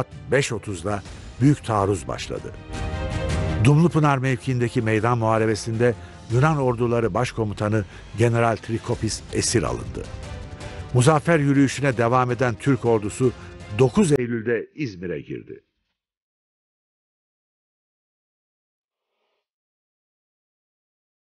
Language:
Turkish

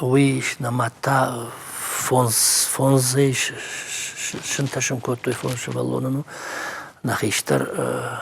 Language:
Ossetic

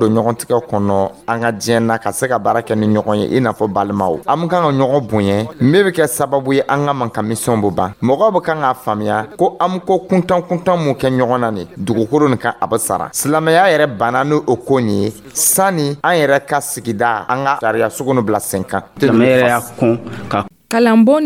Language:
Dyula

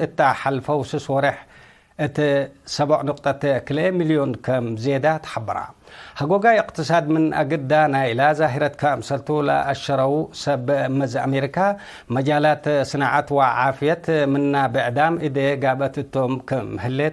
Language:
Tigre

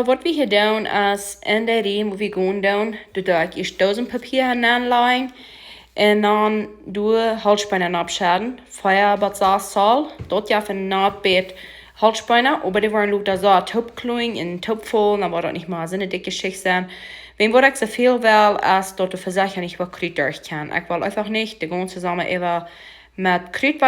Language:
Plautdietsch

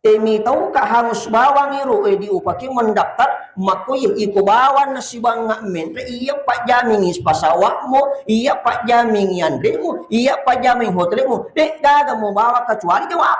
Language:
Buginese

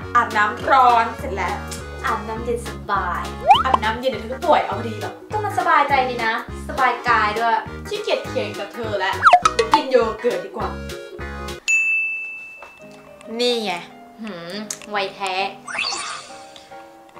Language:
Thai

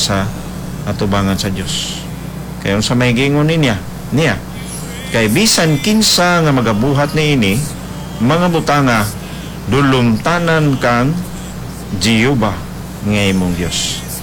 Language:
Cebuano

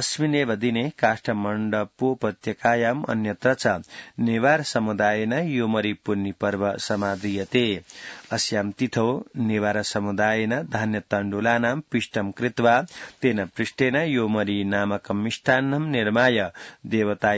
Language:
Sanskrit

